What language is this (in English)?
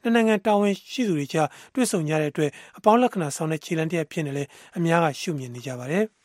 Burmese